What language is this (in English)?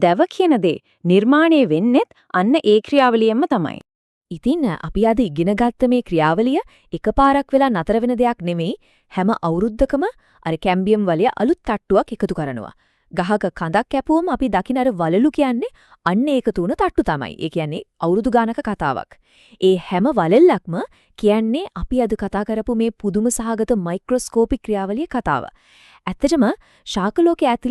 Sinhala